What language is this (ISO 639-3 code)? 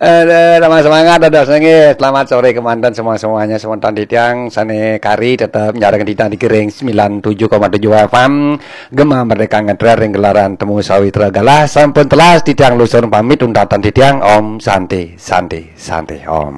ban